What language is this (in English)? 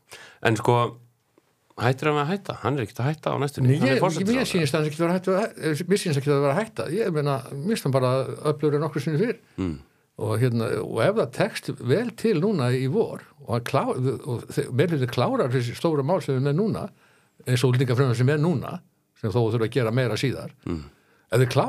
Icelandic